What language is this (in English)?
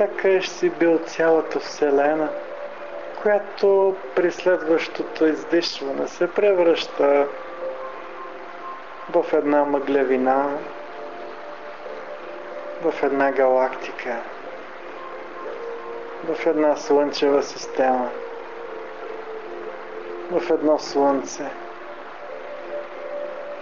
Bulgarian